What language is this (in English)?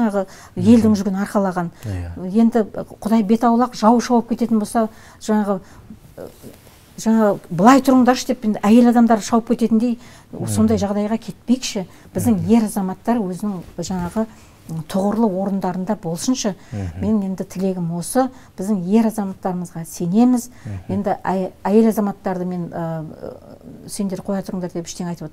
Kazakh